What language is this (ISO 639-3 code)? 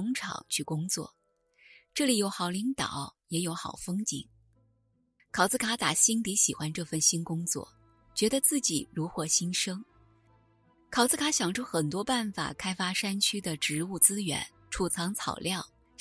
zho